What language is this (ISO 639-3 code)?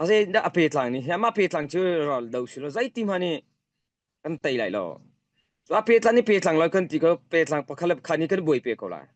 cnh